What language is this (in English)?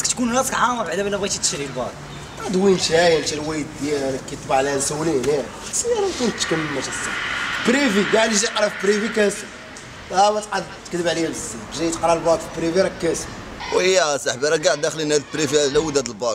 Moroccan Arabic